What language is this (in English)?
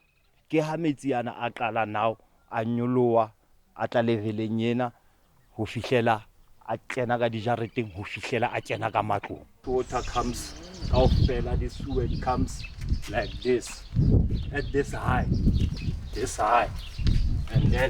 Southern Sotho